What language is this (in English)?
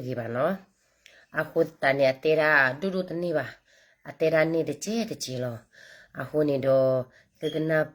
S'gaw Karen